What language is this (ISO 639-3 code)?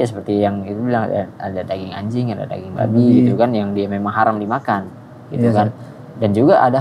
ind